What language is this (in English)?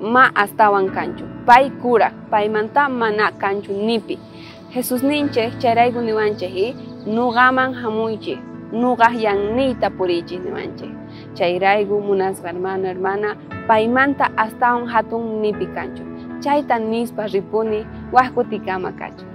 South Bolivian Quechua